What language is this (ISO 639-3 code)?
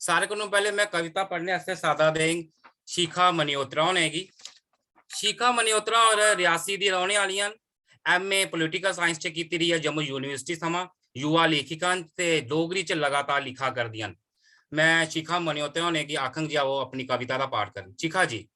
doi